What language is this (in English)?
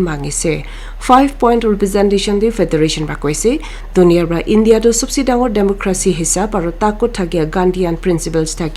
Naga Pidgin